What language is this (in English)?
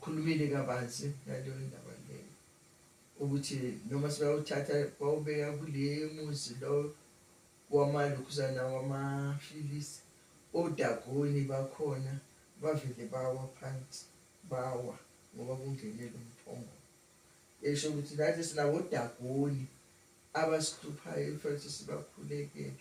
Zulu